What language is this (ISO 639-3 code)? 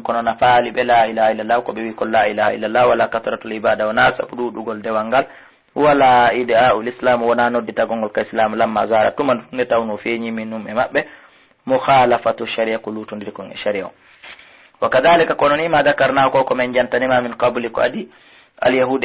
ful